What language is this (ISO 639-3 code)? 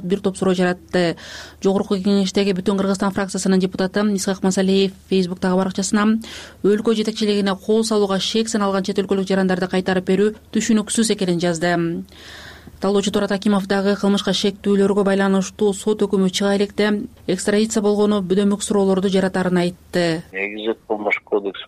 kir